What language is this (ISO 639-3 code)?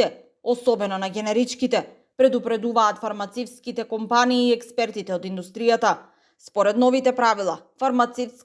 mkd